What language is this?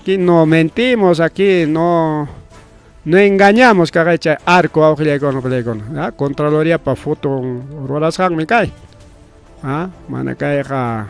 Ayacucho Quechua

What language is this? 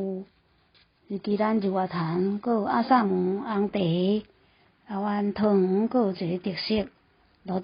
Min Nan Chinese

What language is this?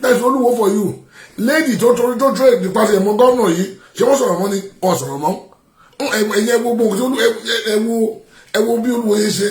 Yoruba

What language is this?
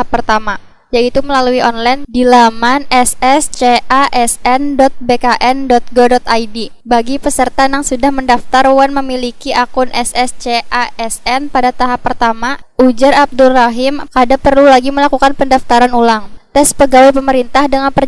Banjar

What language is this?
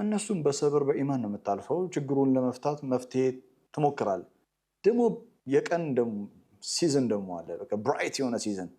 Amharic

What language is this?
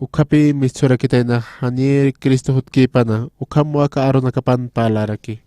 Aymara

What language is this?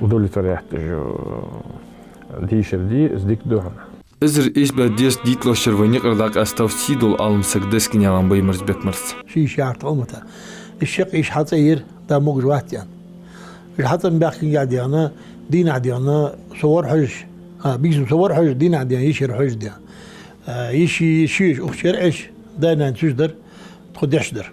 Ingush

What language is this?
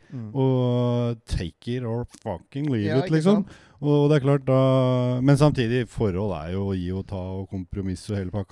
Norwegian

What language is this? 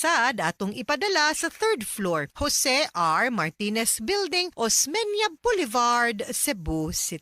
Cebuano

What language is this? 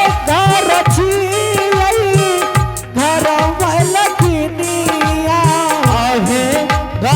Angika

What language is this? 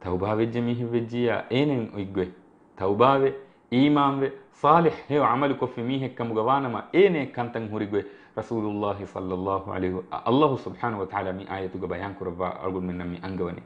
Divehi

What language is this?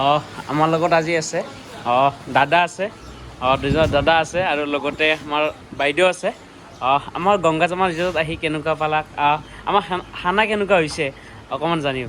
Assamese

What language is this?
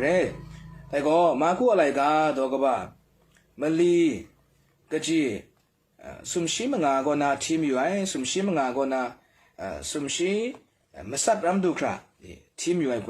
Kachin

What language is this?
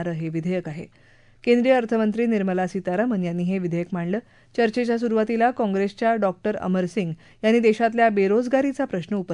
Marathi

